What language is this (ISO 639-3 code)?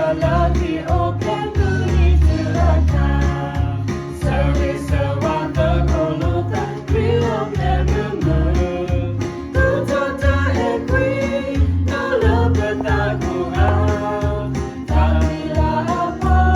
ksw